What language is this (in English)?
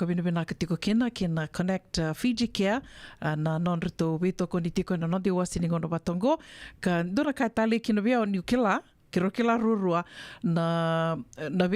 Fijian